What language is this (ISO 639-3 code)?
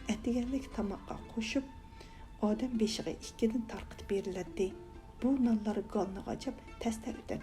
uig